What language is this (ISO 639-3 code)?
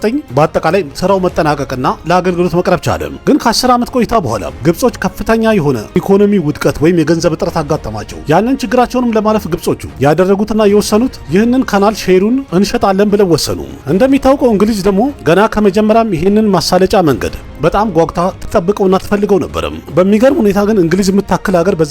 amh